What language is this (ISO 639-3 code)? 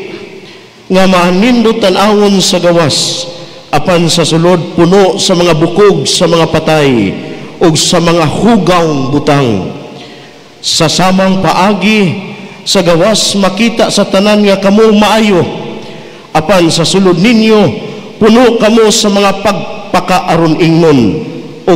ceb